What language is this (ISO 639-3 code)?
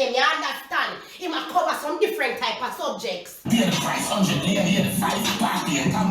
jam